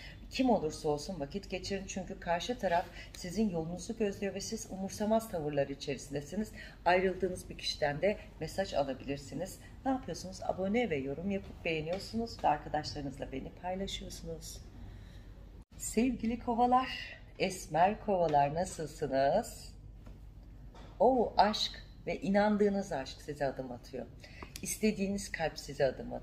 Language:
Turkish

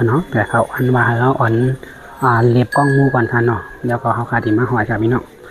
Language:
Shan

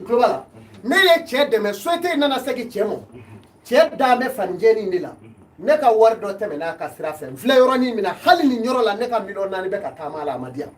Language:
Bambara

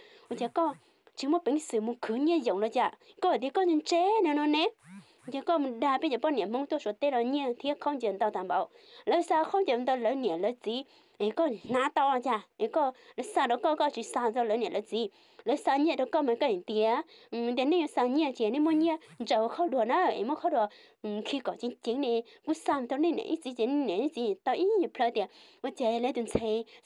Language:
Hmong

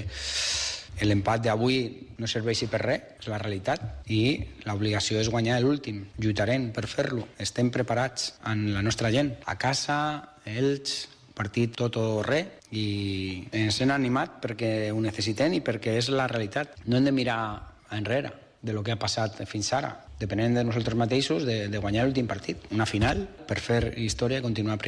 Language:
Catalan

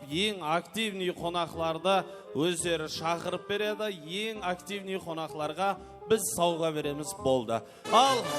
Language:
Kara-Kalpak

